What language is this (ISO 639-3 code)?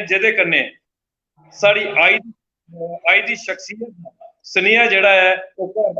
doi